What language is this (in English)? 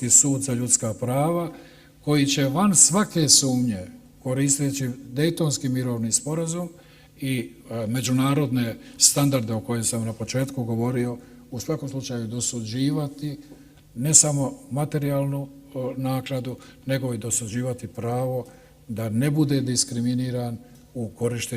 Bosnian